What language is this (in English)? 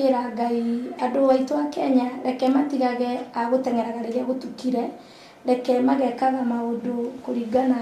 Kikuyu